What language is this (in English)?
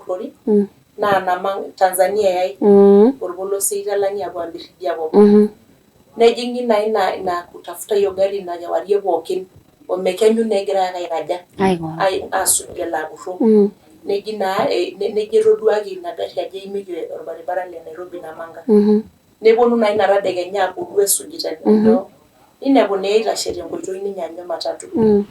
Masai